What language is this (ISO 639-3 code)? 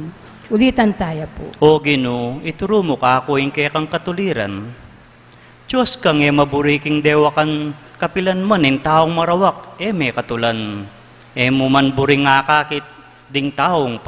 pam